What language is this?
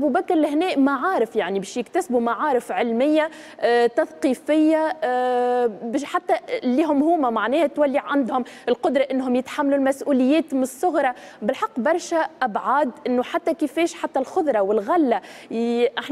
Tunisian Arabic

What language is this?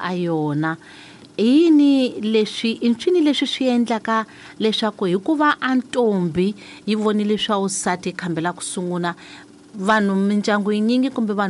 Tsonga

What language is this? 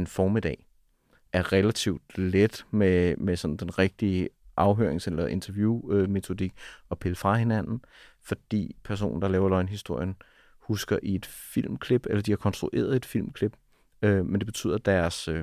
Danish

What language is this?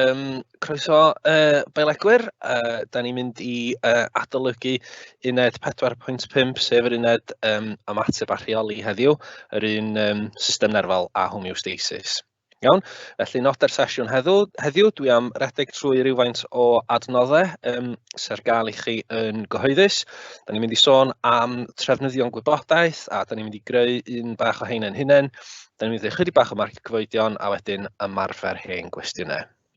Welsh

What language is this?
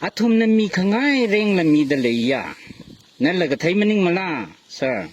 Tangkhul Naga (India)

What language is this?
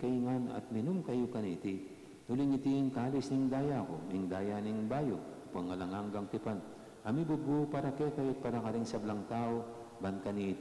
Pampanga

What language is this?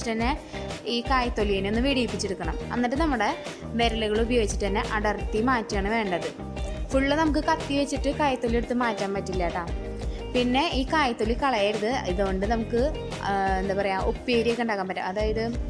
Malayalam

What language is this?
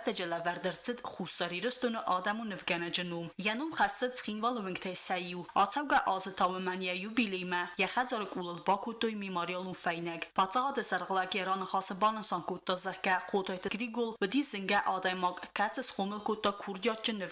Ossetic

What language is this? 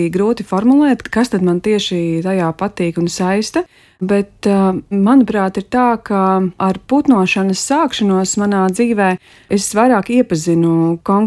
Latvian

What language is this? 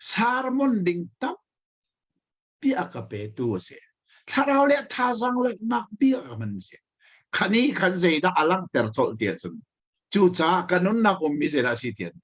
Hakha Chin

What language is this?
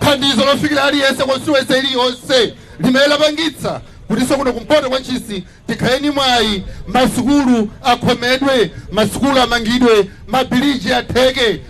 Nyanja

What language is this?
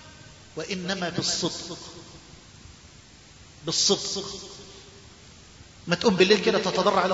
Arabic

